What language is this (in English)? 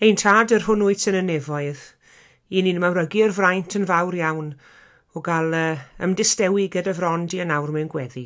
Welsh